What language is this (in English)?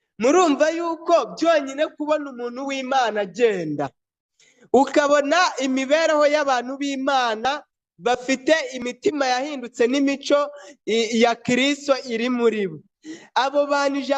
Kinyarwanda